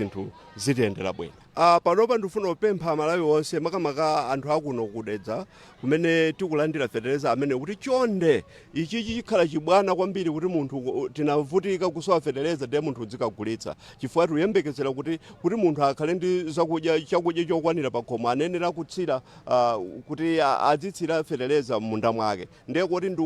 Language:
Nyanja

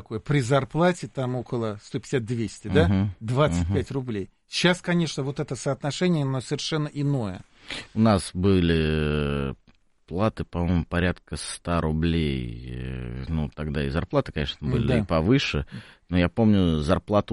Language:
Russian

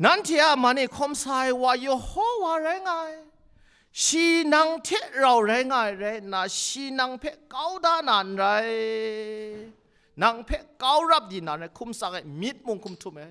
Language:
Kachin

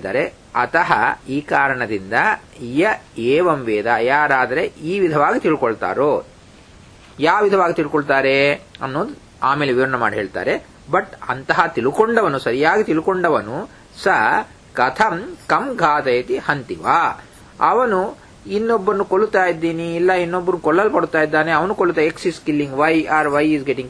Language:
Kannada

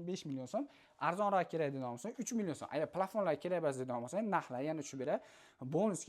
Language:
Uzbek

